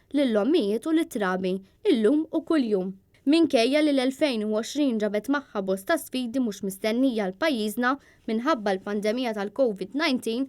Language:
Maltese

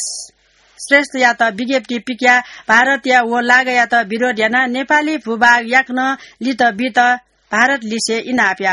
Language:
Newari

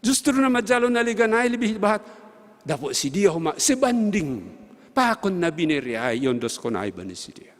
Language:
Batak Simalungun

